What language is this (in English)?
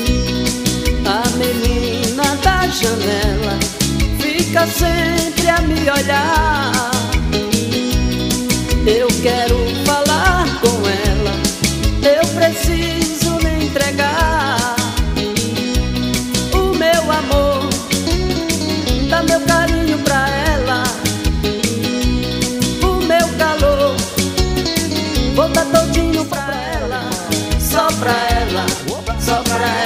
Portuguese